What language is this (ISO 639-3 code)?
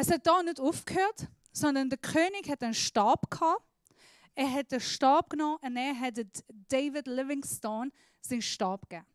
gsw